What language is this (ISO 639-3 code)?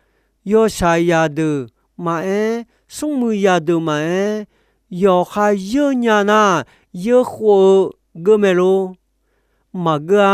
ahk